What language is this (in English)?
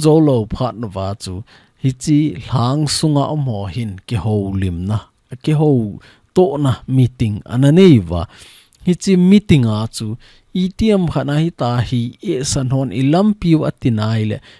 Thado Chin